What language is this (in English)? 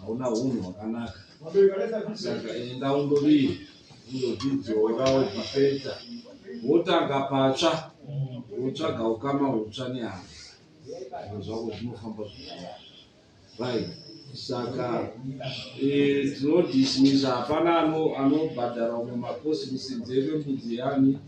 Shona